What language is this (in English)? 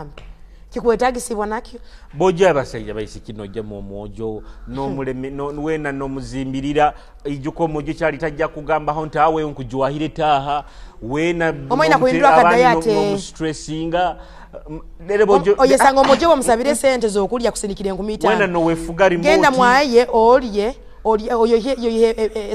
Tooro